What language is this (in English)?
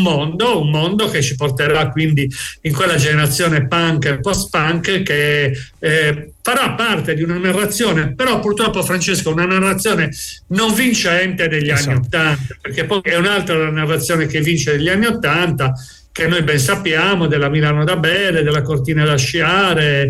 Italian